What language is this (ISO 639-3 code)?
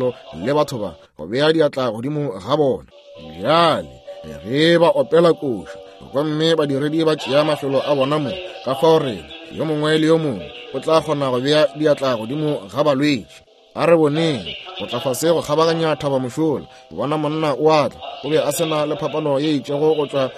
nso